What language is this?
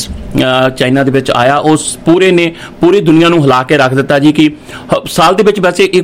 Punjabi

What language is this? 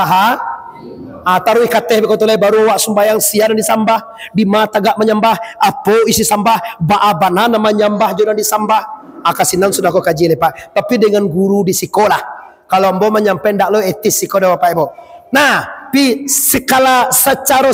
Minangkabau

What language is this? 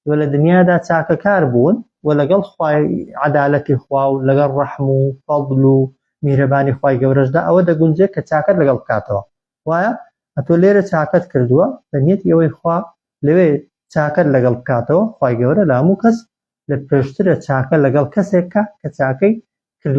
Central Kurdish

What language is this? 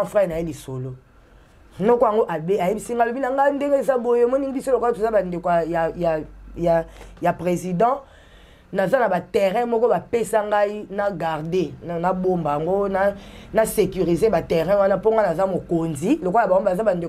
Lingala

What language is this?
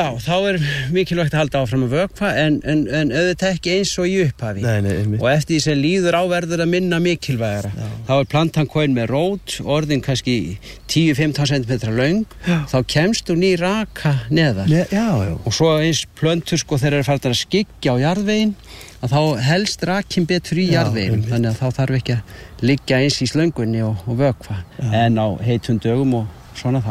Icelandic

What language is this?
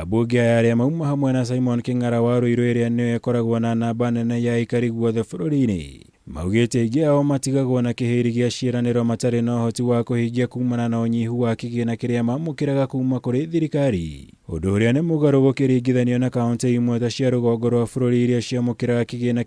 Kikuyu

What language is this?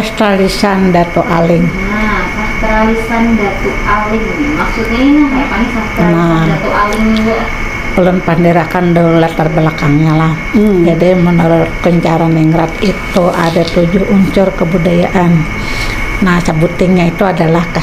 Banjar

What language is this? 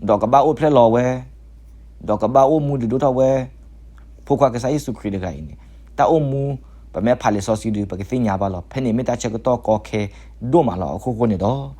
S'gaw Karen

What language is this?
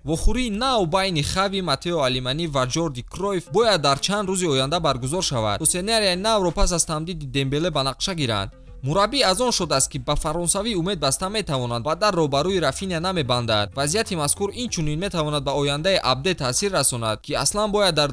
Tajik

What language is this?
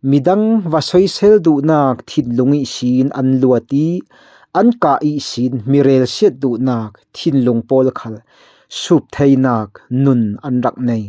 Falam Chin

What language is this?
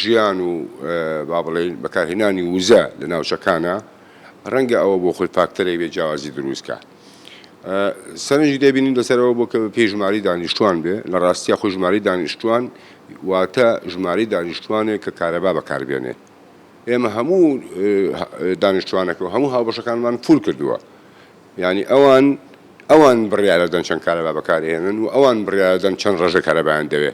Central Kurdish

